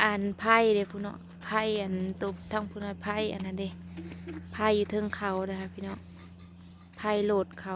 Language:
Northeastern Thai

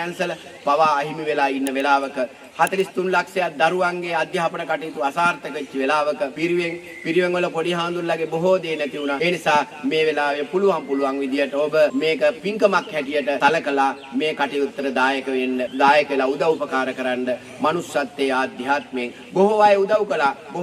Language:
Sinhala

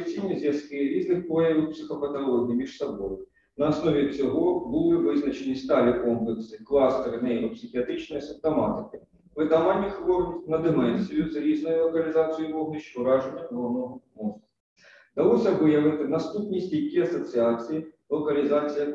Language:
Ukrainian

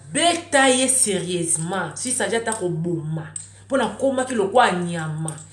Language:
Lingala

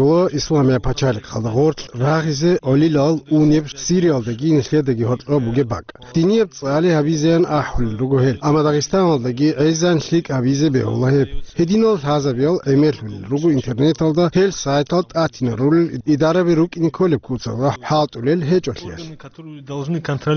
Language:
Avaric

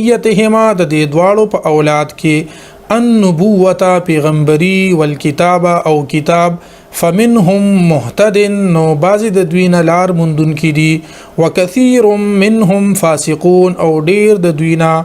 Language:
Pashto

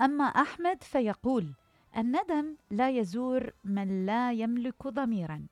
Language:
Mesopotamian Arabic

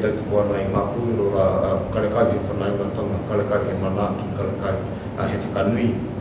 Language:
Māori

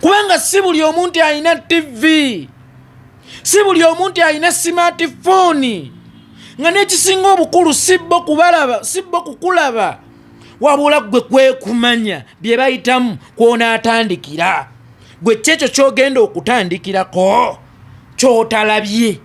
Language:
Ganda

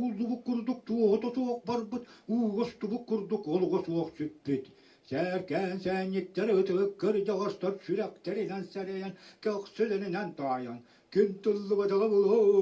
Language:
Yakut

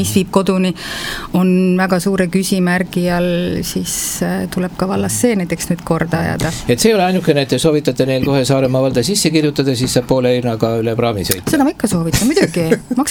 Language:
Estonian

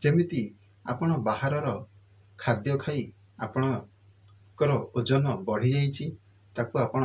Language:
Odia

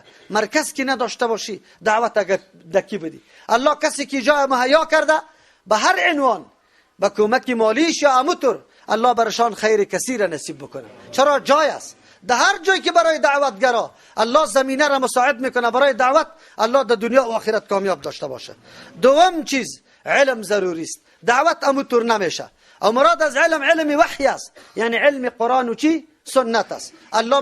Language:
Persian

